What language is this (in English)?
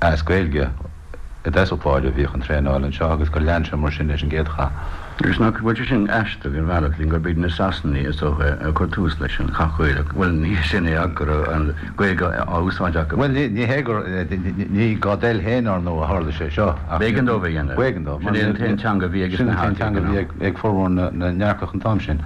Irish